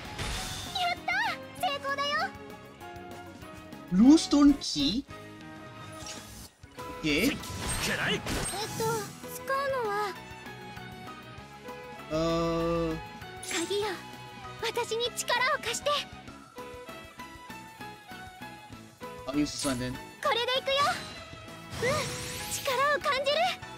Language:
Japanese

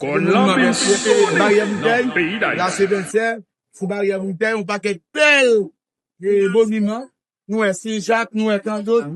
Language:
Haitian Creole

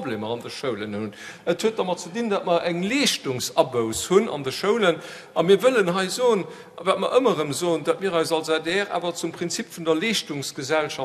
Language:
Luxembourgish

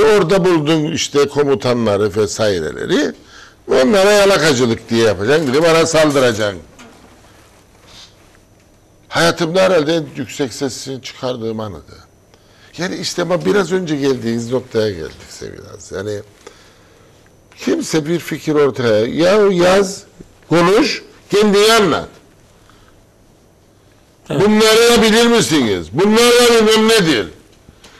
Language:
Turkish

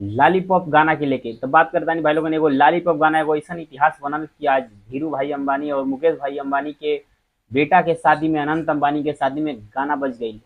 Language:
Bhojpuri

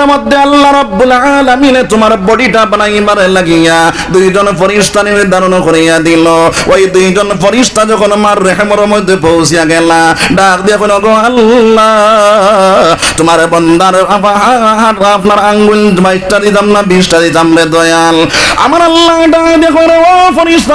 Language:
Sylheti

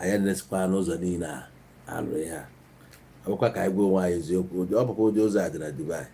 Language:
Igbo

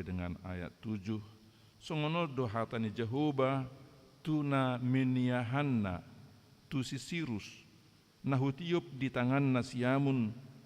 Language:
Batak Toba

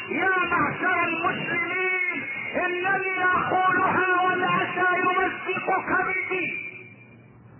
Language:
Arabic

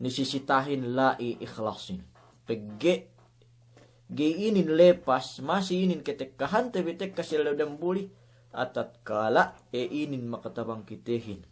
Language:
Yakan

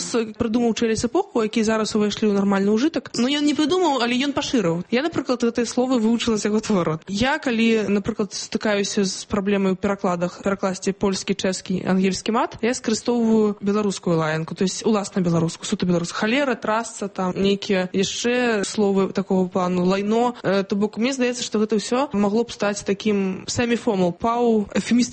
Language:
Belarusian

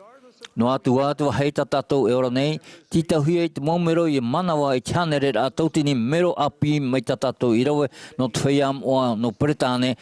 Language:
Tahitian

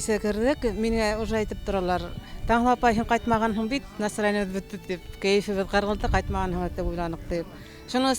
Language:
Bashkir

